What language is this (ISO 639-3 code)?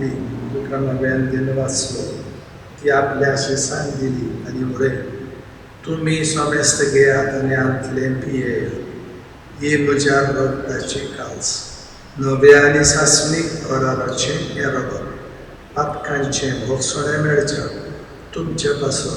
kok